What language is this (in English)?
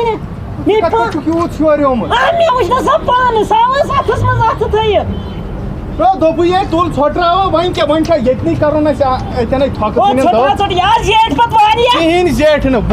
Kashmiri